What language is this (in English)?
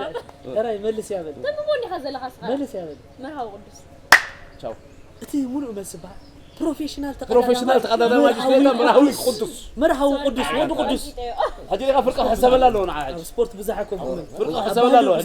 Tigrinya